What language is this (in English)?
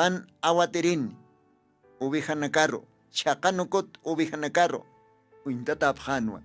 Aymara